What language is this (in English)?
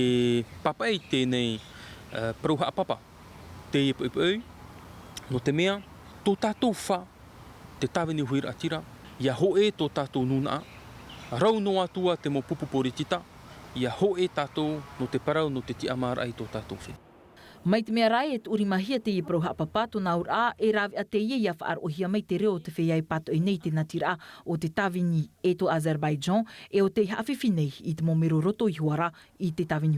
Tahitian